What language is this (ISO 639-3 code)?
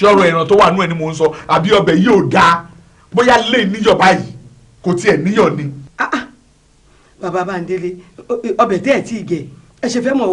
yor